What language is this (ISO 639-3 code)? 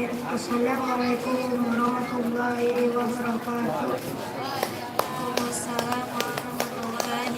bjn